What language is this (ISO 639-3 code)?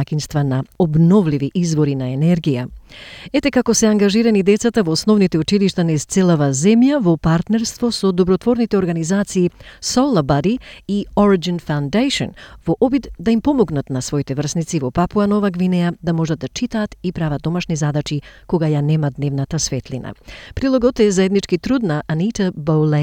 mkd